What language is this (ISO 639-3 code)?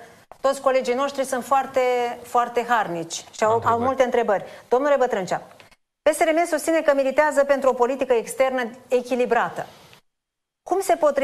ron